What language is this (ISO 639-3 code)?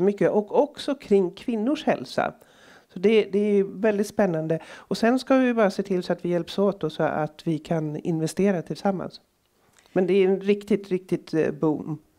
swe